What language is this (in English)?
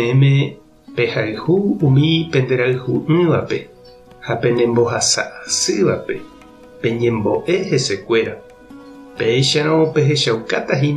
Guarani